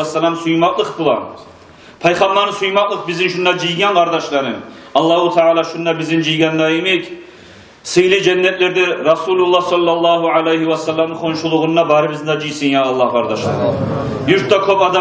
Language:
Kumyk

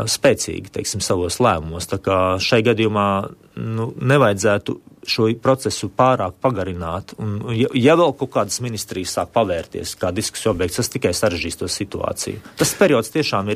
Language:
Latvian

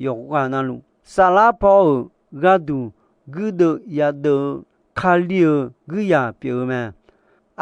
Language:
Akha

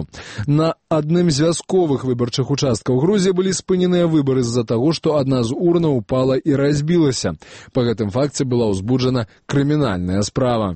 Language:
Belarusian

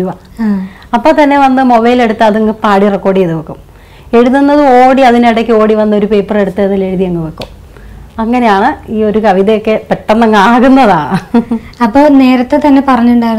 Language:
Malayalam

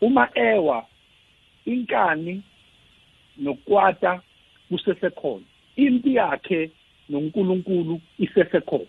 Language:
South Ndebele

